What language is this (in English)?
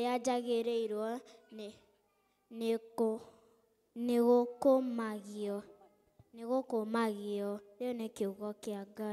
Kikuyu